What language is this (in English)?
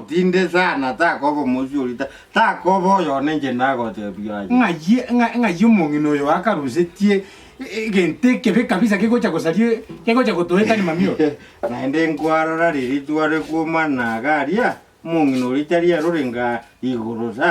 Gusii